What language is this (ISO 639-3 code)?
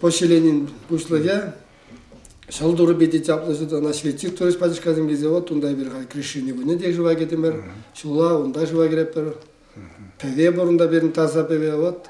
chv